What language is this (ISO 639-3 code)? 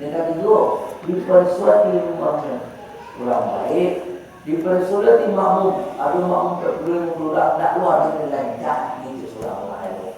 min